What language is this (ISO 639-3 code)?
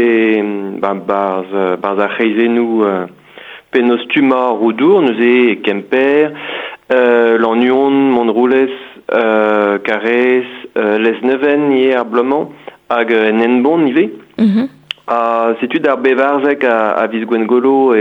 bre